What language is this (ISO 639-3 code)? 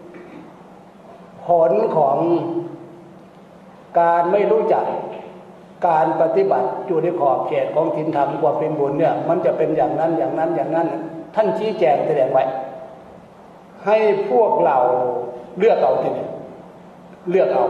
tha